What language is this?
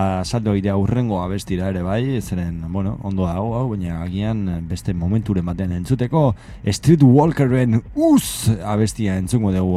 Basque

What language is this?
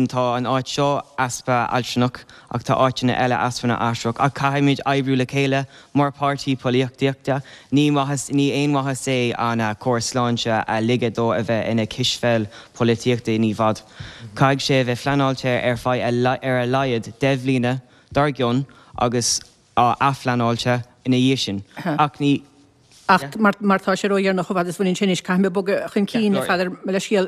Irish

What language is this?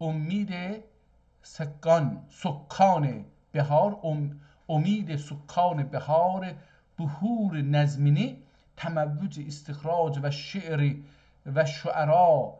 South Azerbaijani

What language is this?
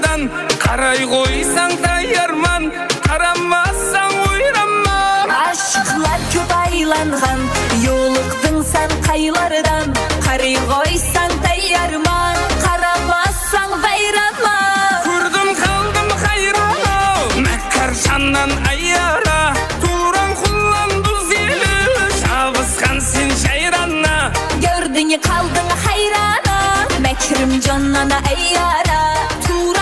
Kara-Kalpak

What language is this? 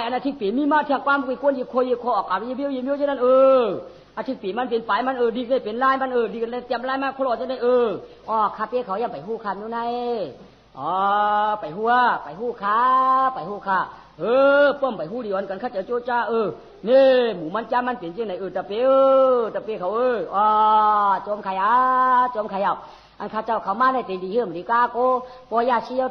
Shan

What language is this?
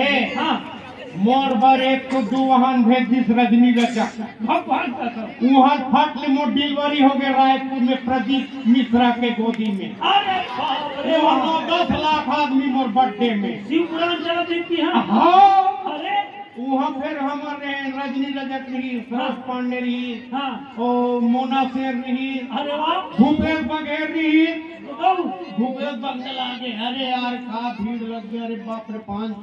Chhattisgarhi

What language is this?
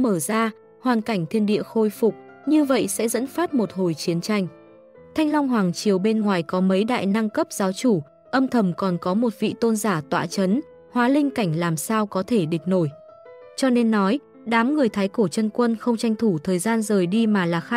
Vietnamese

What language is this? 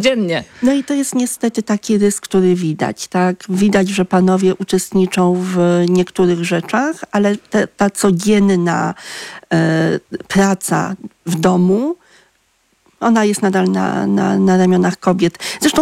Polish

